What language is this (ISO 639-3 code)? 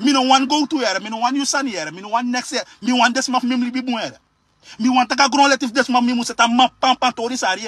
srn